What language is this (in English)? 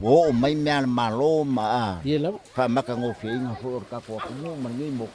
Samoan